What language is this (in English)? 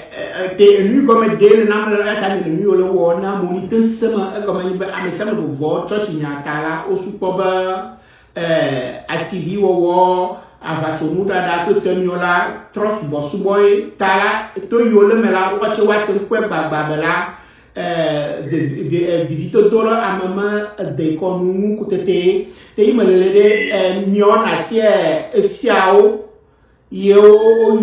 Ewe